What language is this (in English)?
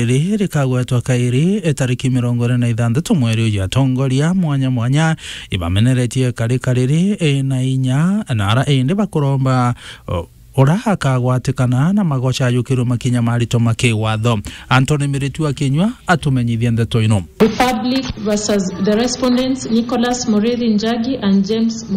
Meru